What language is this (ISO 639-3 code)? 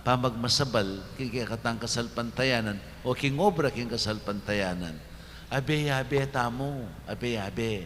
pam